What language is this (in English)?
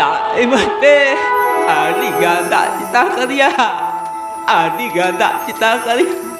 Santali